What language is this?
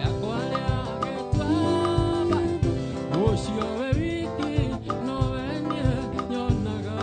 Kikuyu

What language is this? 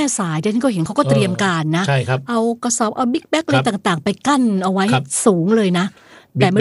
Thai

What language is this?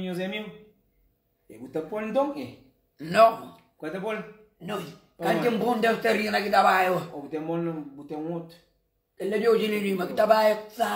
Kabuverdianu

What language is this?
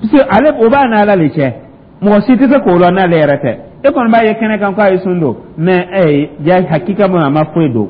Dyula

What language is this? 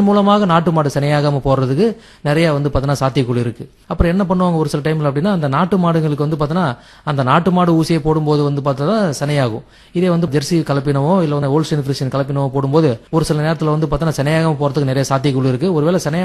Tamil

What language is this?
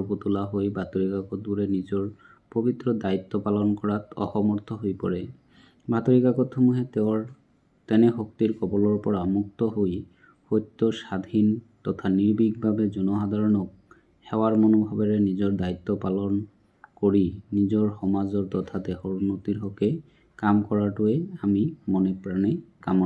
Assamese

